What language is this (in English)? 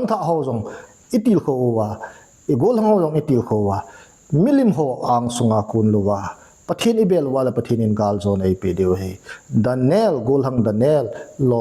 Thado Chin